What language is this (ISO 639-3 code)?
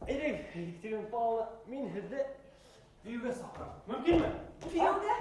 bak